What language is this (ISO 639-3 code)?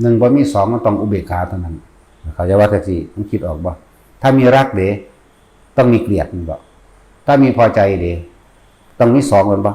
tts